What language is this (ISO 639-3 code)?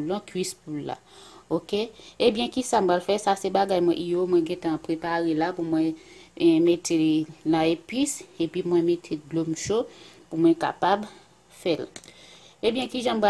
hat